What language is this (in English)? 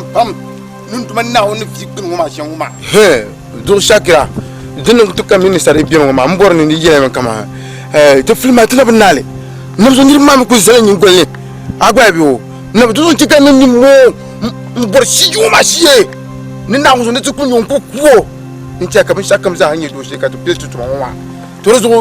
Dagbani